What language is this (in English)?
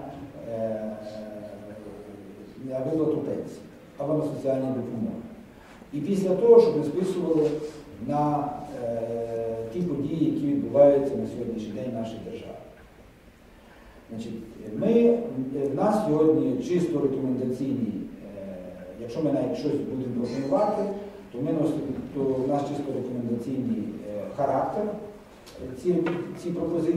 Ukrainian